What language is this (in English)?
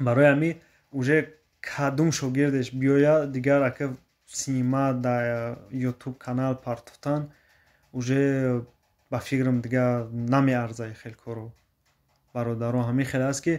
Tajik